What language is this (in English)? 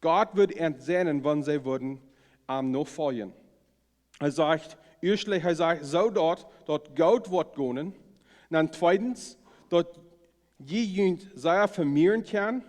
Plautdietsch